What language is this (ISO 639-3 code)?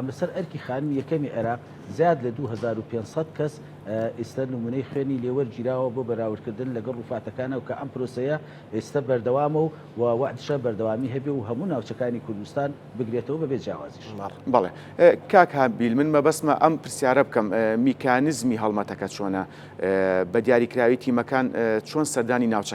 ckb